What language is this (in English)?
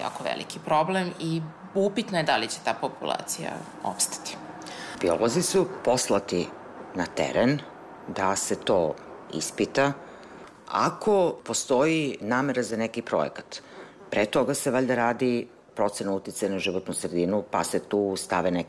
Serbian